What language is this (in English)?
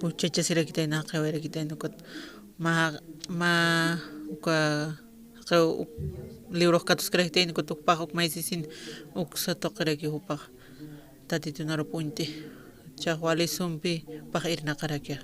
Aymara